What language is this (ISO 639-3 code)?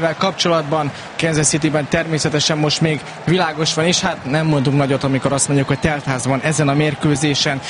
hun